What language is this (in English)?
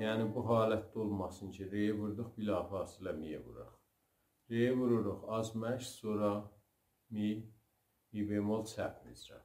South Azerbaijani